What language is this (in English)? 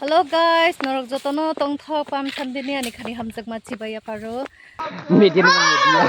Kok Borok